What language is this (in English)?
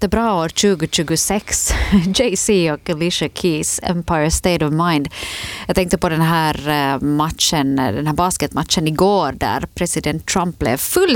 Swedish